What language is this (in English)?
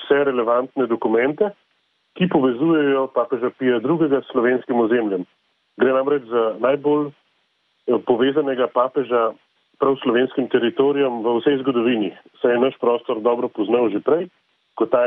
Slovenian